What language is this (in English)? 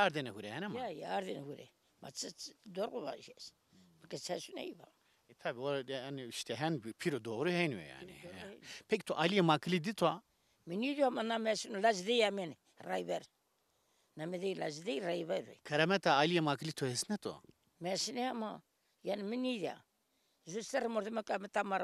Zaza